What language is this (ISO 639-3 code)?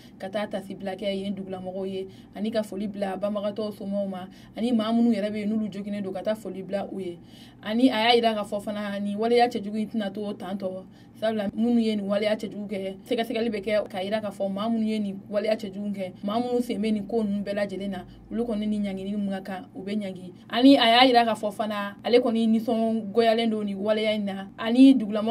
bam